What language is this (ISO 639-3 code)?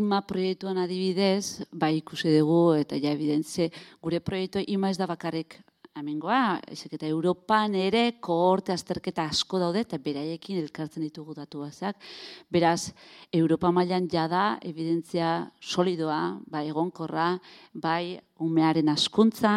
eus